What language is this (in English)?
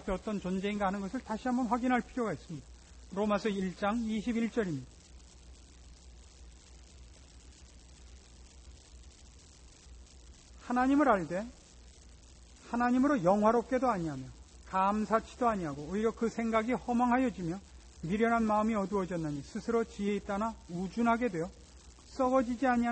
Korean